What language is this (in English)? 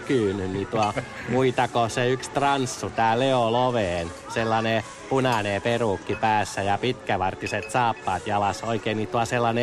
Finnish